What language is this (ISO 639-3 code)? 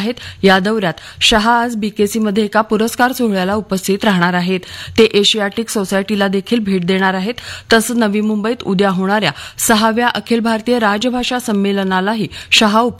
mar